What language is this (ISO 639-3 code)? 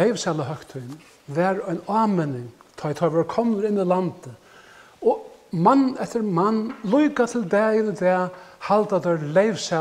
fao